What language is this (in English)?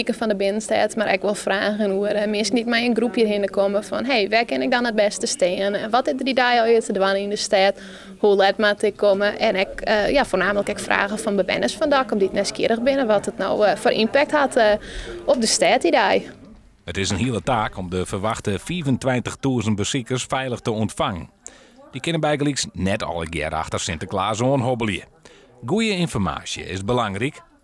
Western Frisian